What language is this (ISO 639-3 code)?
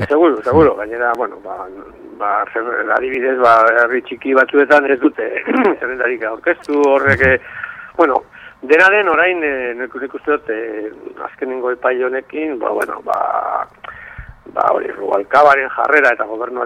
eus